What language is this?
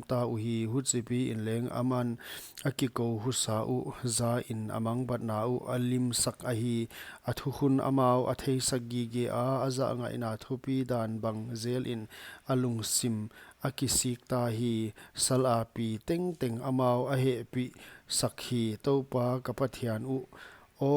Paite Chin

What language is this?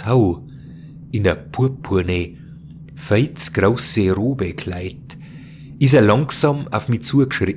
Bavarian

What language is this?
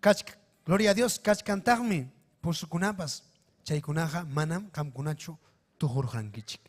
Ayacucho Quechua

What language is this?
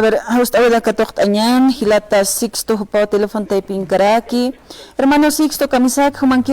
Aymara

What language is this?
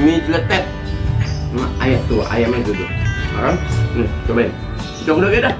Betawi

